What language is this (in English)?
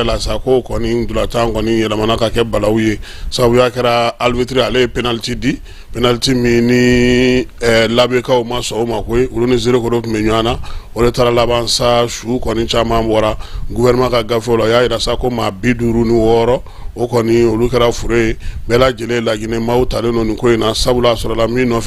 Bambara